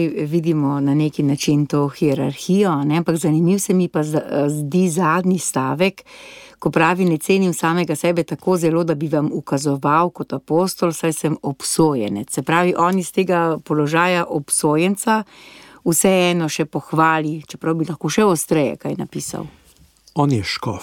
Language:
Slovenian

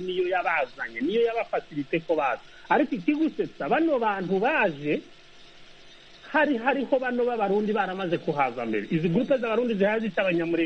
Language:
Kinyarwanda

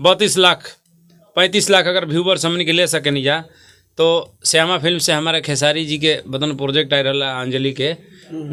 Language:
Bhojpuri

